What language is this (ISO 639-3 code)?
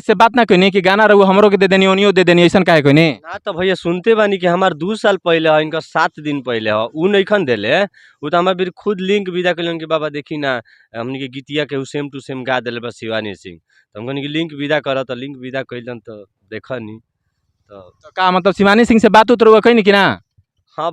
bho